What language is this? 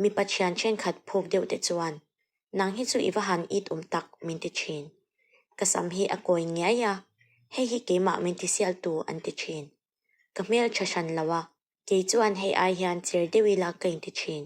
Mizo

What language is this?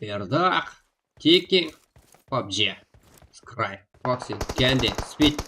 Kara-Kalpak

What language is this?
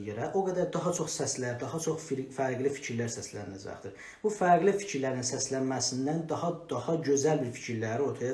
South Azerbaijani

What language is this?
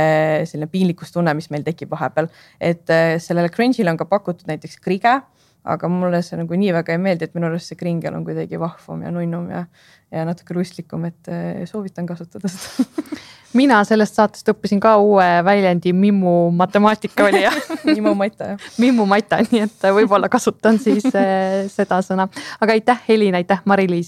Estonian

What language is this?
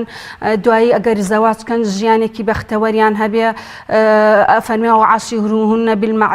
Central Kurdish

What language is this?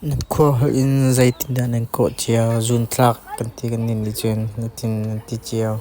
Hakha Chin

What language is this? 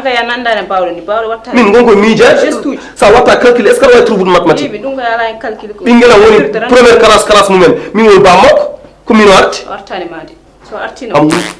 Fula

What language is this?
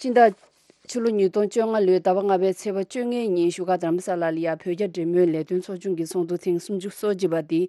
Tibetan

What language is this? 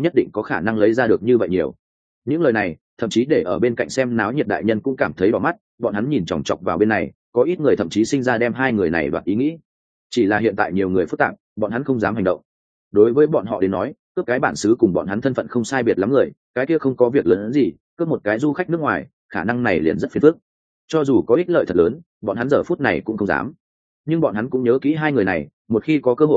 Vietnamese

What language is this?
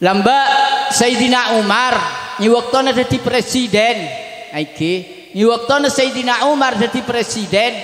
Madurese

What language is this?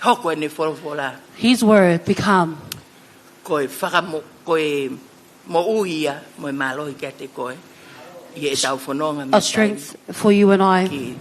Tongan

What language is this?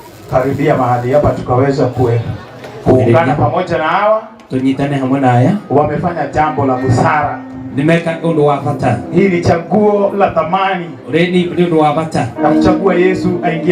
Kikuyu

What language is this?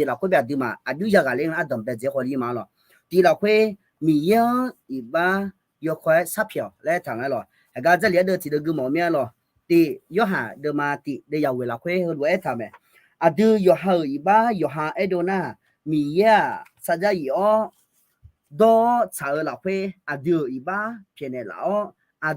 Akha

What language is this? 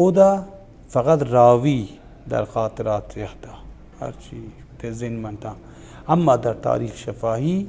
Baluchi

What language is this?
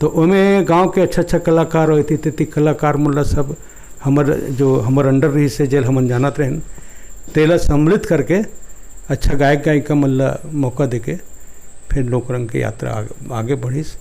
Chhattisgarhi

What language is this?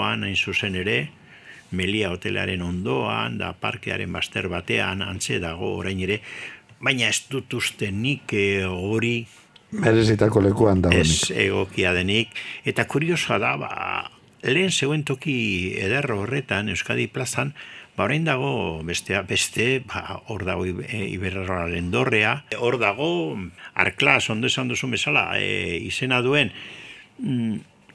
Basque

